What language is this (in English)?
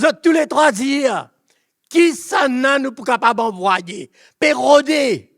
Morisyen